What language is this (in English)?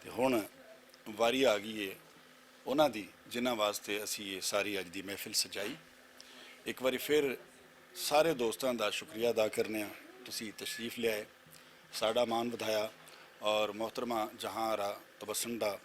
Western Panjabi